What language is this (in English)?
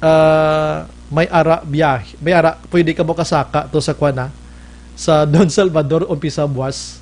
Hiligaynon